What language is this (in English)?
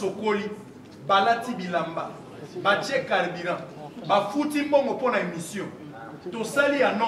Lingala